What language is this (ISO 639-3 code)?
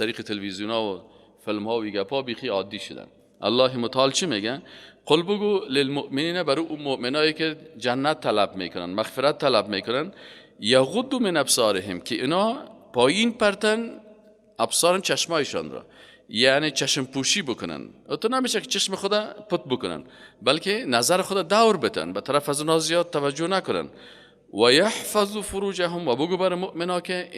fas